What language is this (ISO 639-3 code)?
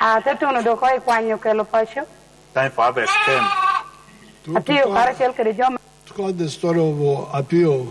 laj